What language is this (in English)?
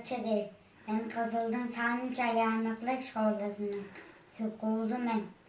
Tuvinian